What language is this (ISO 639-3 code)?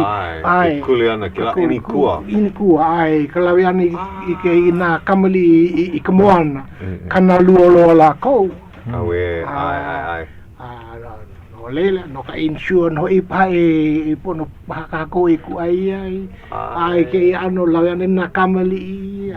haw